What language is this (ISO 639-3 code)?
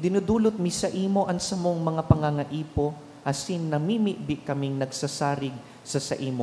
bik